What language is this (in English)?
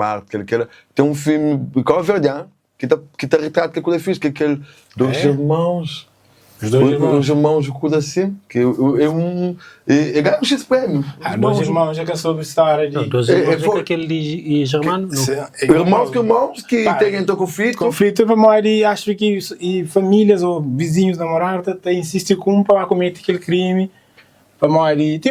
Kabuverdianu